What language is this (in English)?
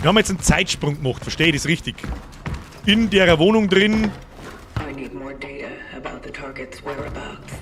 Bavarian